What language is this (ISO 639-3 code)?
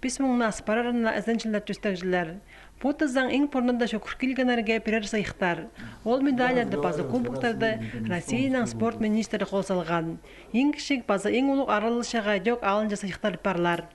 kjh